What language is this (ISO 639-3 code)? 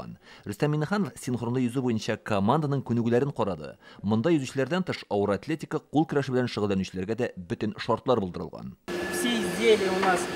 tat